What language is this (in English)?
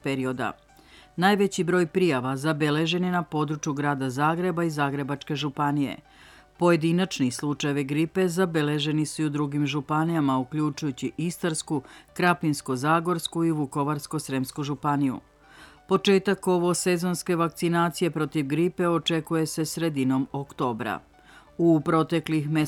Serbian